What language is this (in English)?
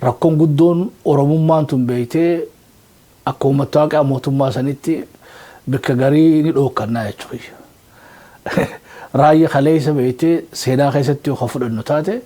Oromo